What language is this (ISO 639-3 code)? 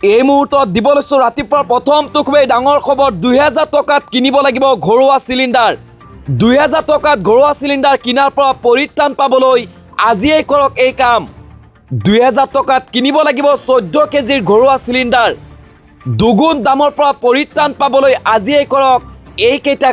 asm